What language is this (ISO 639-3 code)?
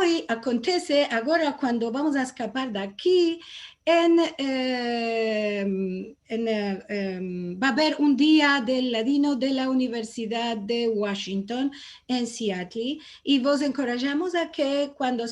lad